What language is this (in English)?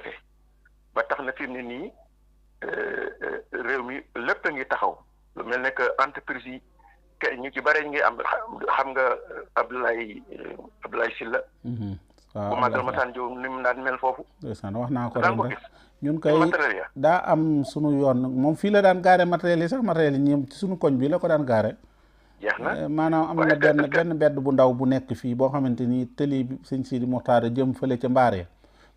Wolof